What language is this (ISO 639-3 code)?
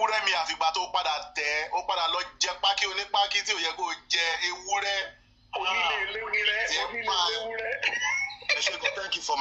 yor